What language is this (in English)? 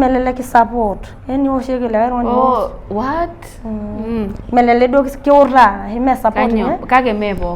Masai